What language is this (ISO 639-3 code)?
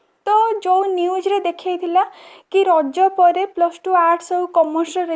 ori